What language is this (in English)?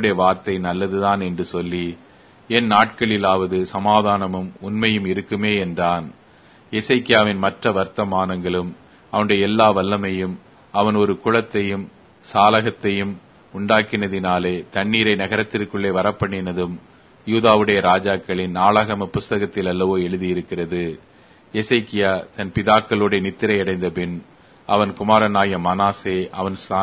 Tamil